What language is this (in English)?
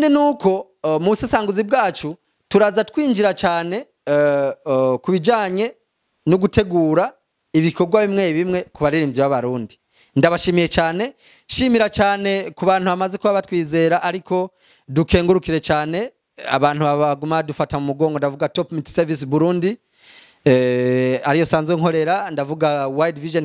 Rundi